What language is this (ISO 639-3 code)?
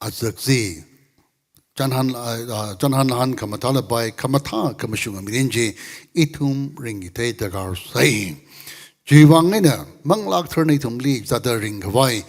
nmf